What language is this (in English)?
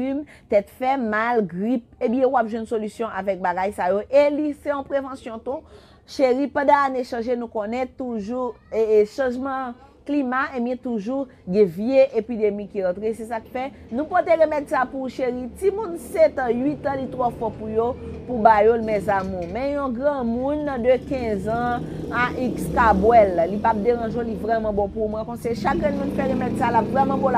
Haitian Creole